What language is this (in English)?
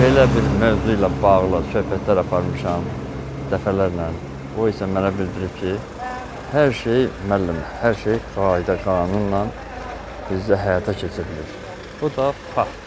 Azerbaijani